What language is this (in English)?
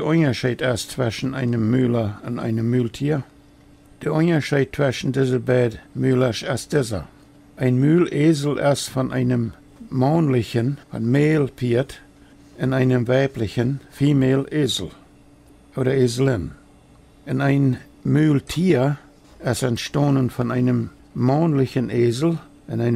Plautdietsch